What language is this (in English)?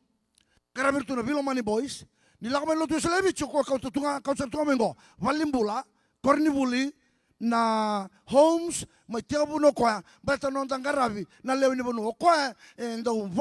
Fijian